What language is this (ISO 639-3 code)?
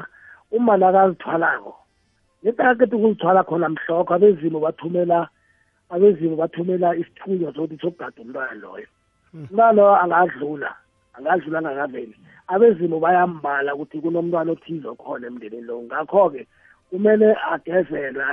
nbl